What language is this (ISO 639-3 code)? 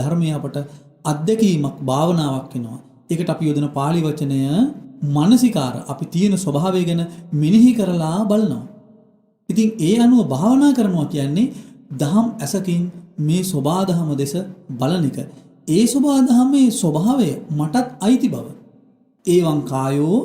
sin